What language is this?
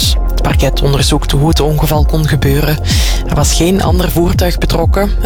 Dutch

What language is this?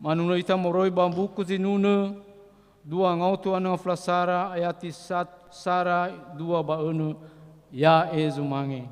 Nias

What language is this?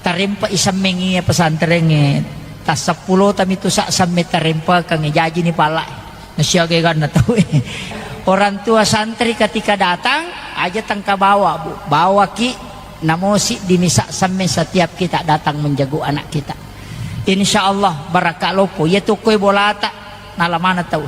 Buginese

